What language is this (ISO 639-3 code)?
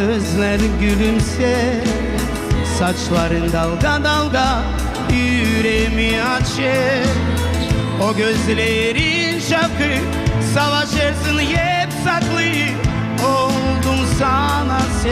gag